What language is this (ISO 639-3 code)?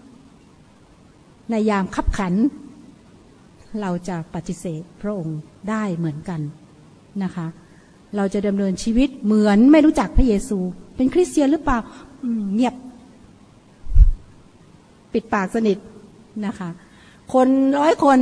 tha